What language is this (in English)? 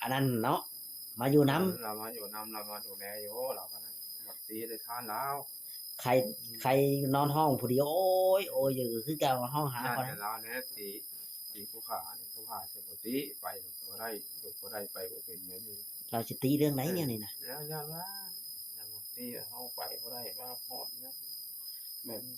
Northeastern Thai